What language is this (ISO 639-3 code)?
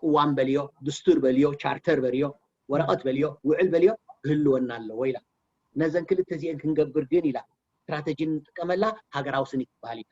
tir